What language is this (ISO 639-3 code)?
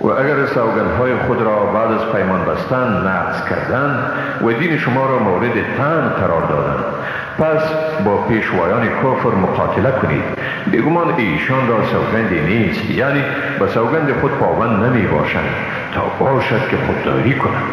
fas